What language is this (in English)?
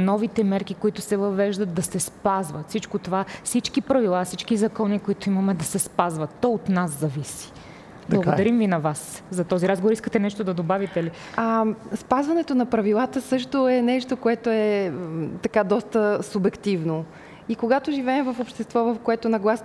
Bulgarian